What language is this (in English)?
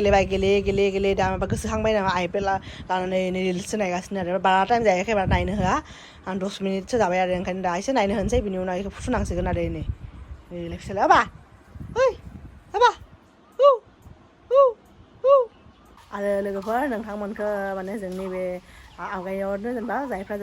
Bodo